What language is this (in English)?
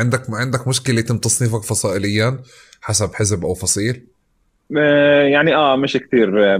North Levantine Arabic